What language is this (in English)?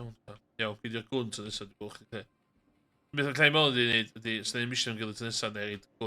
Welsh